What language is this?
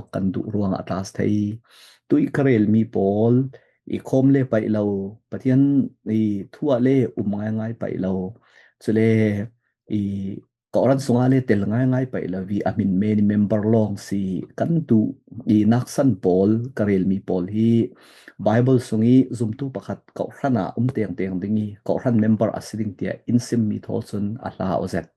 Falam Chin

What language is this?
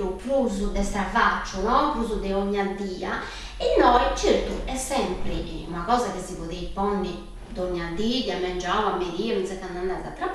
Sardinian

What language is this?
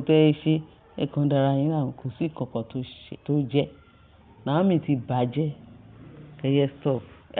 Yoruba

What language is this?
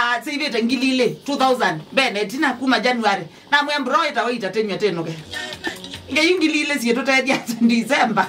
Kamba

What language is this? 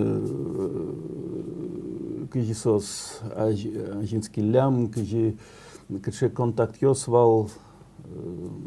Udmurt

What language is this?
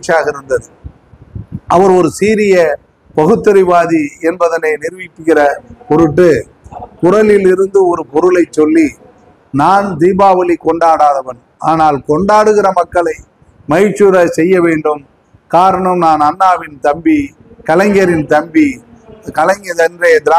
Tamil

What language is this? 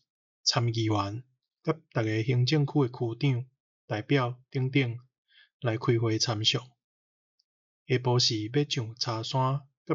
Min Nan Chinese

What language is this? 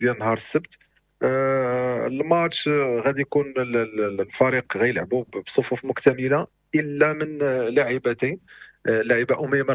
Moroccan Arabic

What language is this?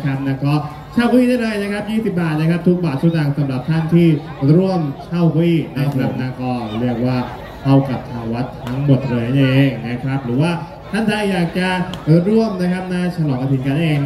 Thai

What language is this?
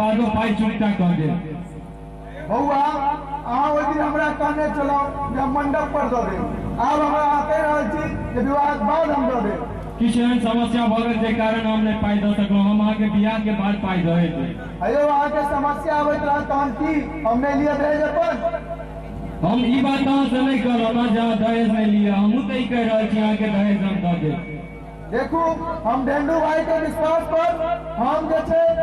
Maithili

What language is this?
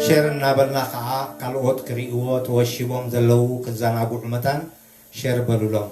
Tigrinya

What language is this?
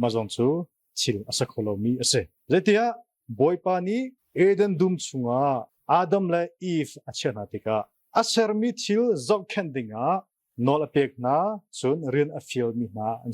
Hakha Chin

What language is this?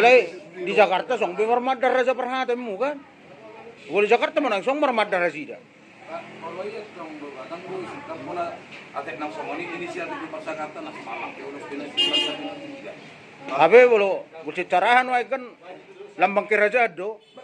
Batak Toba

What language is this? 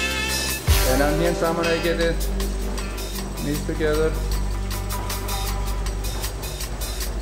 Icelandic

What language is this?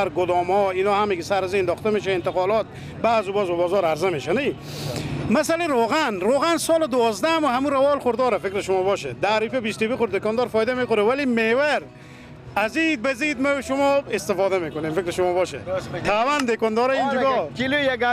Persian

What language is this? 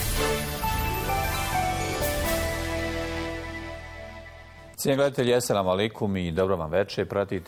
Bosnian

